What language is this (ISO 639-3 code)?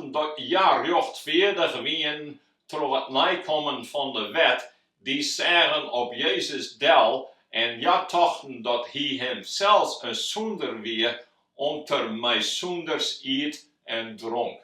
fry